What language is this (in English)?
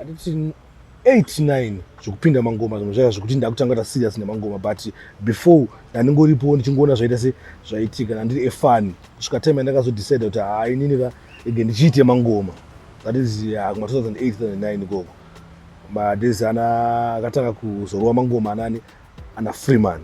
Shona